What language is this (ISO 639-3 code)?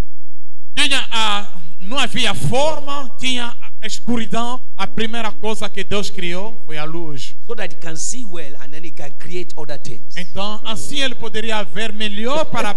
por